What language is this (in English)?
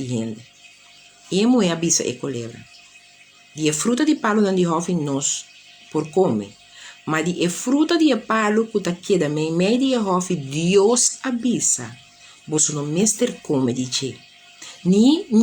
Papiamento